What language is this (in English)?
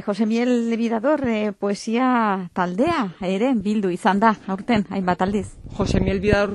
Basque